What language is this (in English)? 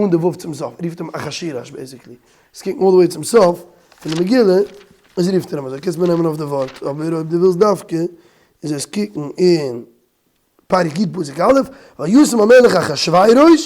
Yiddish